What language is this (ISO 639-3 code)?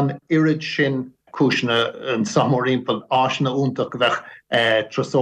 gle